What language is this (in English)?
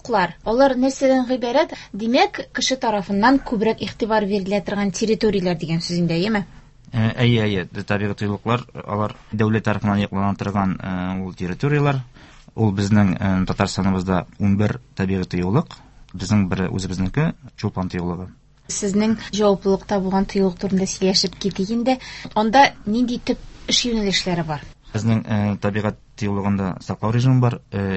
Tatar